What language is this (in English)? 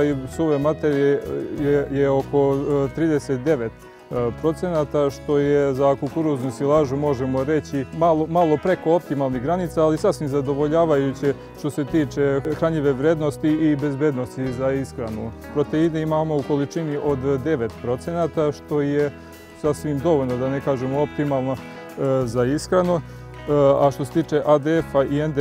Serbian